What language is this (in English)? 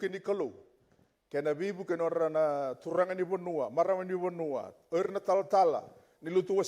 Fijian